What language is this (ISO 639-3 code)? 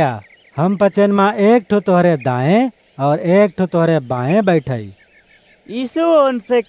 awa